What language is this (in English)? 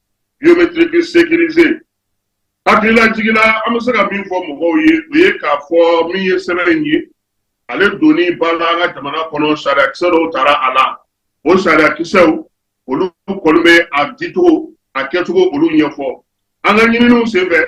Bambara